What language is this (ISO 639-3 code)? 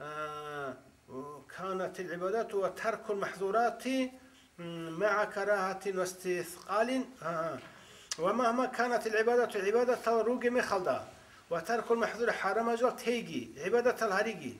ava